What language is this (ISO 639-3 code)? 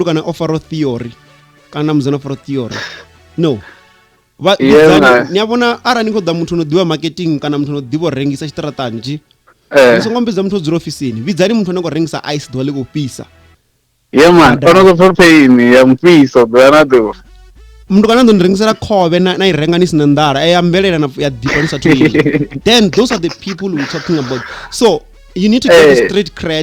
ven